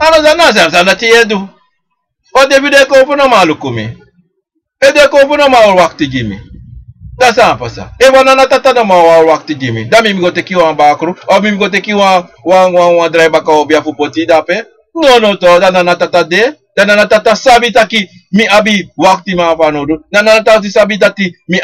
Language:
Sranan Tongo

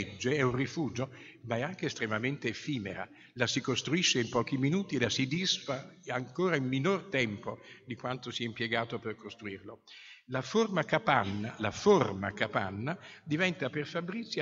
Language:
Italian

